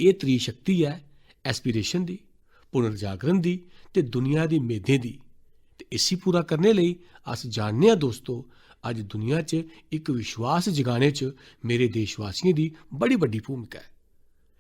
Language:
Dogri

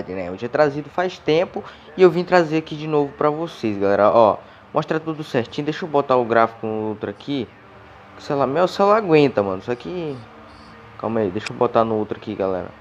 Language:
Portuguese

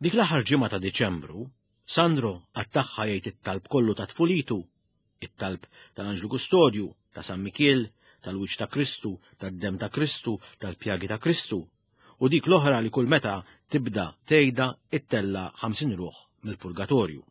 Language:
Maltese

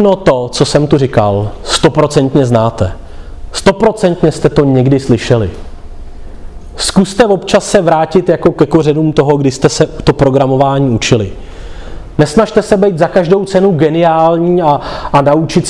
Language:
Czech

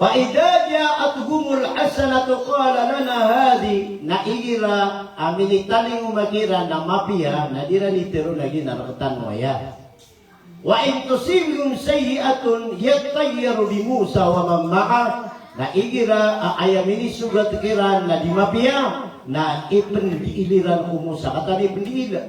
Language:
Maranao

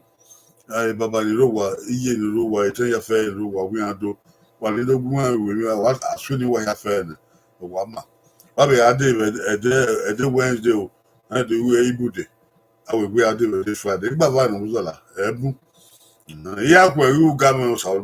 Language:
Bini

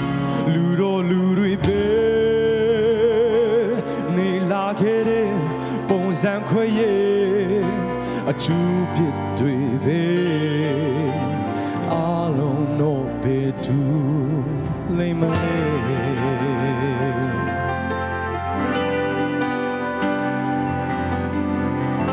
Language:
Burmese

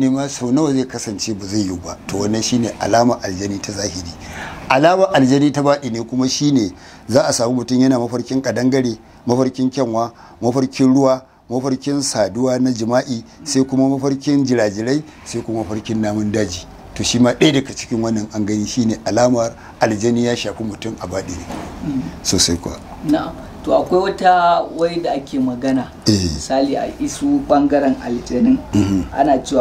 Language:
Hausa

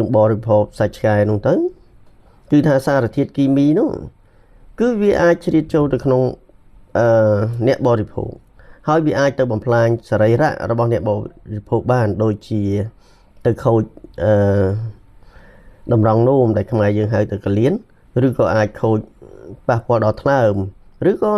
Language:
Khmer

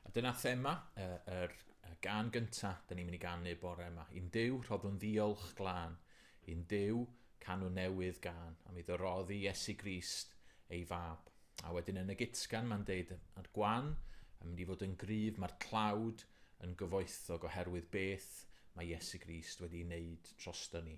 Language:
Welsh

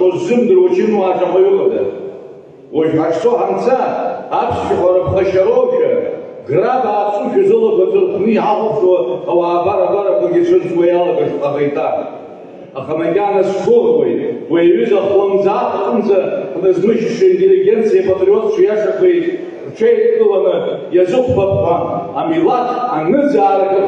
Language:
Abkhazian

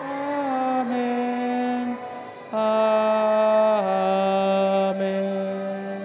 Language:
Pampanga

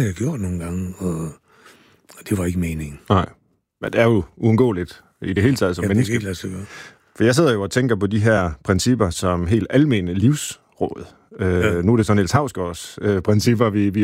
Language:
Danish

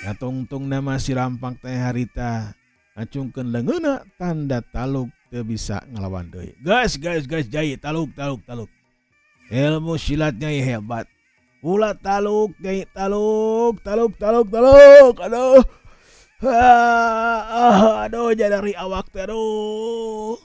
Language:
Sundanese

